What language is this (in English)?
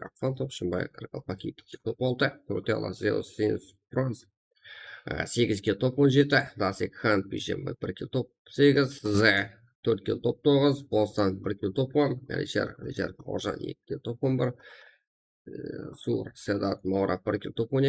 Kara-Kalpak